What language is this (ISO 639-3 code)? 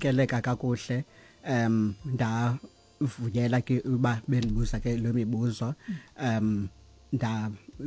xho